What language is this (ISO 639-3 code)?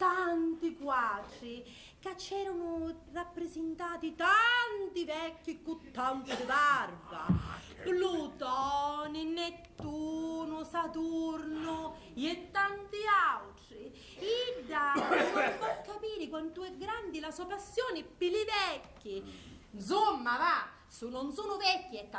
scn